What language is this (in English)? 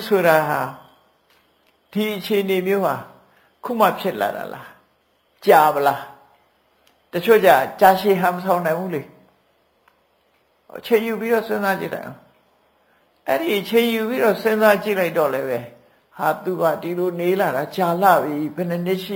Burmese